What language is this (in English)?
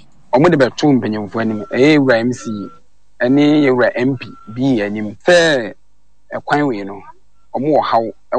Akan